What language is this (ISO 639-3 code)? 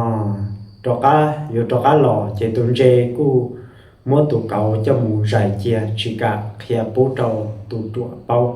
hmn